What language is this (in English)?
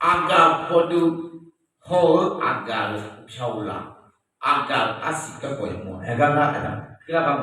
Akha